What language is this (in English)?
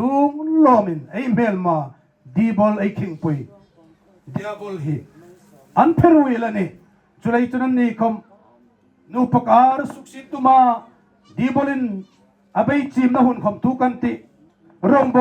Hmar